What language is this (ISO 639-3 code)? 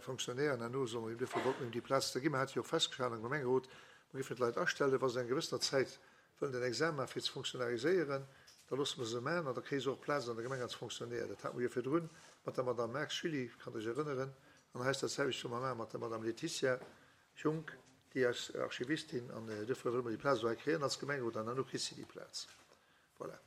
ltz